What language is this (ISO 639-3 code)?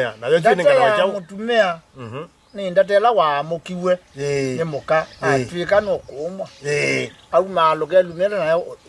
kam